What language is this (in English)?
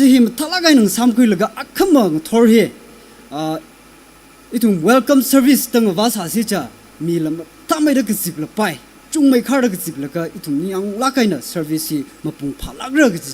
Tangkhul Naga (India)